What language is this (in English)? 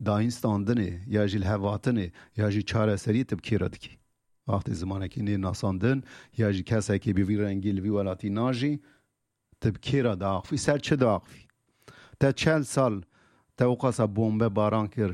Kurdish